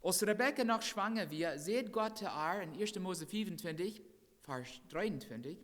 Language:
Plautdietsch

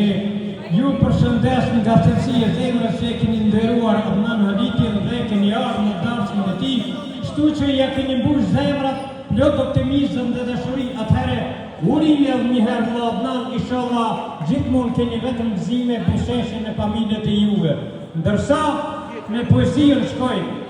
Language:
Albanian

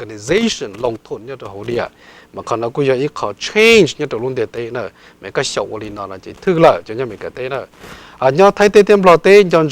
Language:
Hmong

